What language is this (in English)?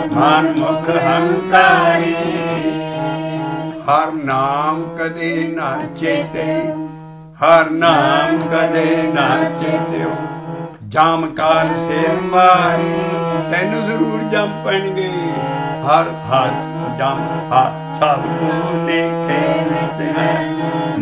Punjabi